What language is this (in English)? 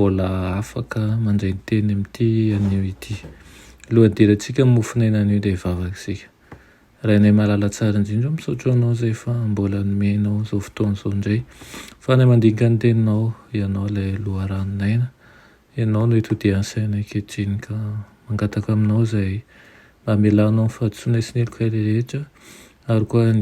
Malagasy